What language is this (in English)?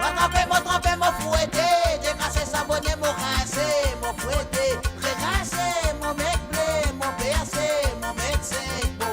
Morisyen